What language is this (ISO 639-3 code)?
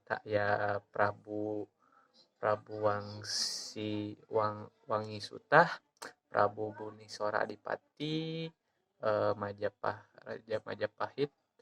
sun